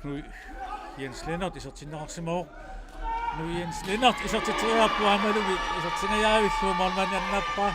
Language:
Kalaallisut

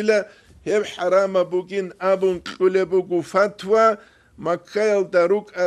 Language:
Avaric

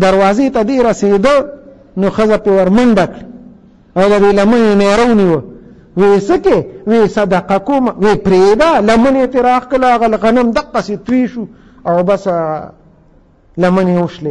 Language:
Pashto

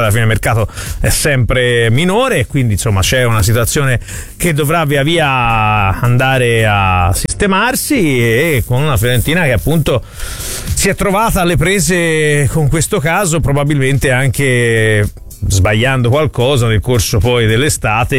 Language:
Italian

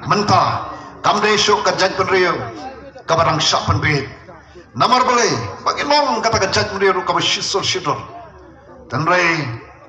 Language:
Khasi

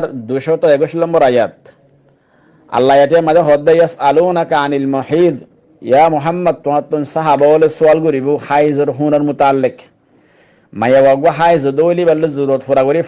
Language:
Rohingya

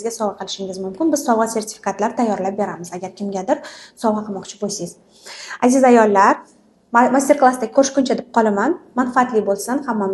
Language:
Uzbek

